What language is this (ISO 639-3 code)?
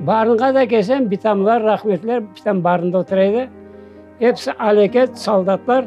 crh